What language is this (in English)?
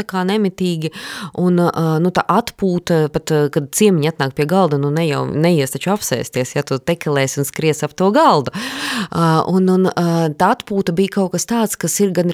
Latvian